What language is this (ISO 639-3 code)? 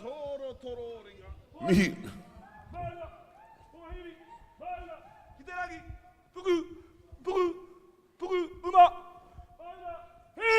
mri